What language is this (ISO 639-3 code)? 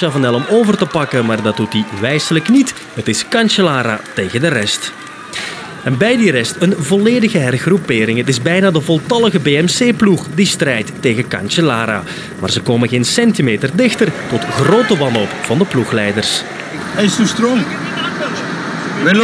nld